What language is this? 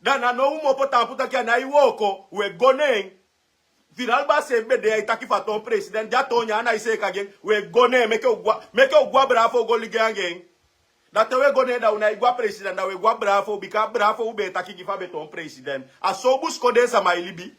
Sranan Tongo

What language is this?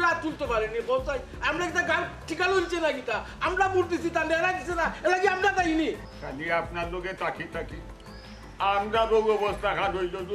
Sylheti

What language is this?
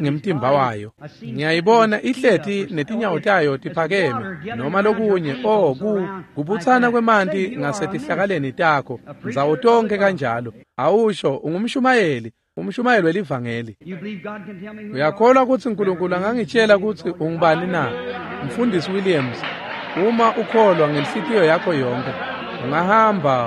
Swati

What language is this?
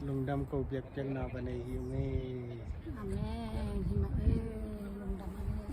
Tedim Chin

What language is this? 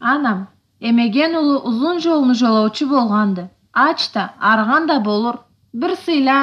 Karachay-Balkar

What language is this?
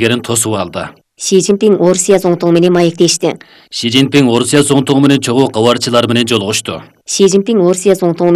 Kyrgyz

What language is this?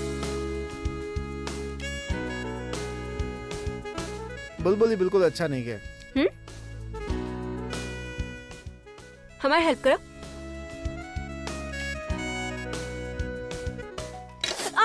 Bhojpuri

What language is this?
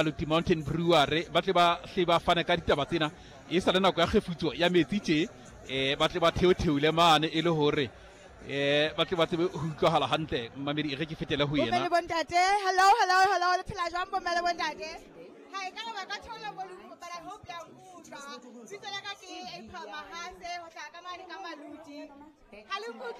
Southern Sotho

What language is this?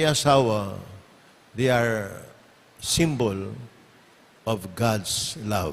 Pampanga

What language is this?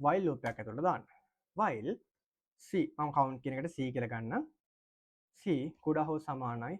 Sinhala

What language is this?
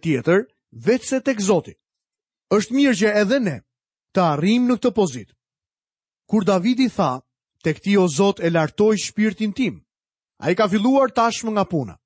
Albanian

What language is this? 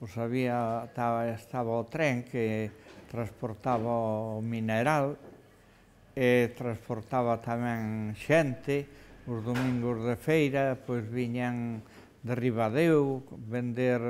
Galician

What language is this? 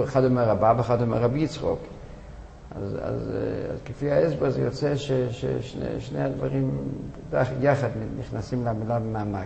Hebrew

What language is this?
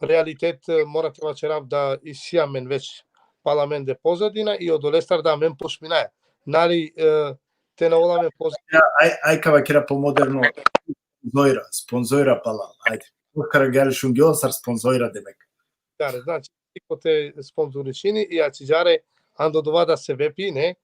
Balkan Romani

